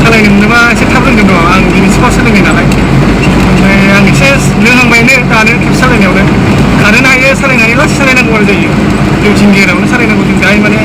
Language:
Bodo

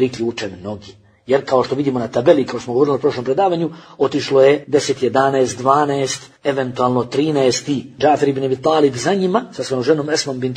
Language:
Bosnian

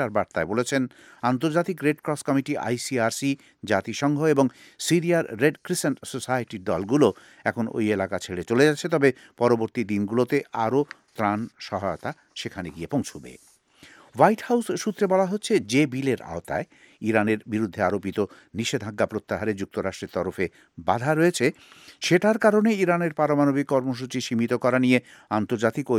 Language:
Bangla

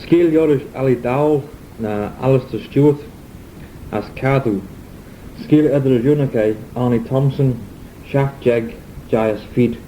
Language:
Manx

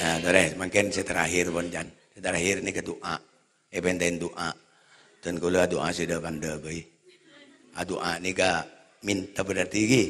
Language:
Madurese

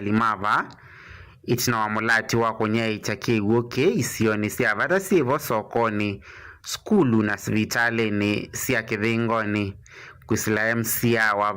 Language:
Kamba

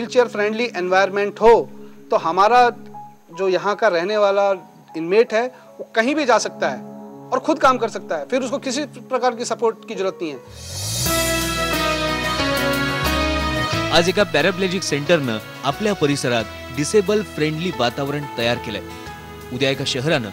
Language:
Marathi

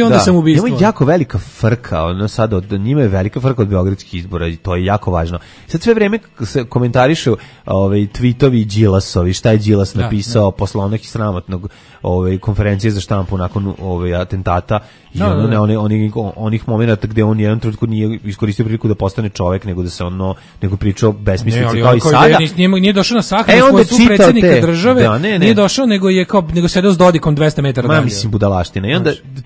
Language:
Serbian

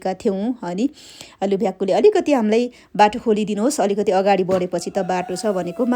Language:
Nepali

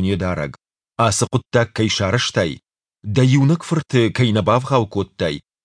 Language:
Ossetic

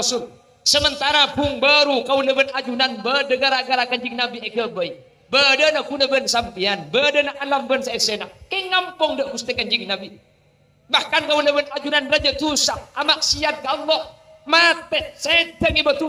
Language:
Madurese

